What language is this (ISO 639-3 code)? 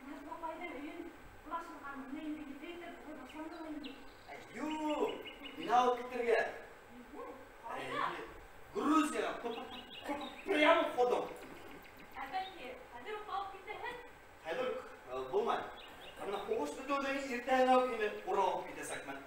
bak